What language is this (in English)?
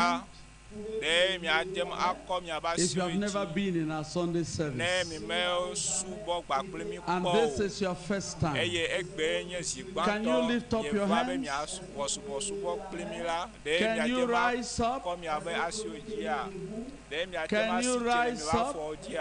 Ewe